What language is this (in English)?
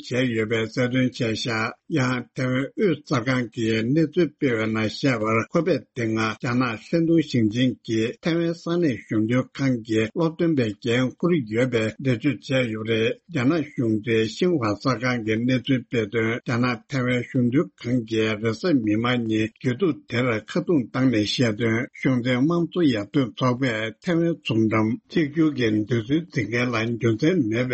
Tibetan